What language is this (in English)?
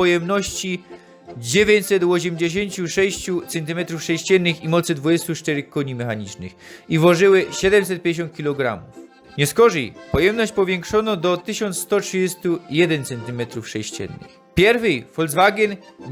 Silesian